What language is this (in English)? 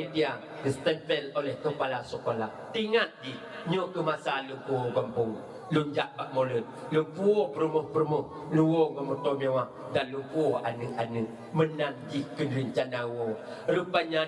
Achinese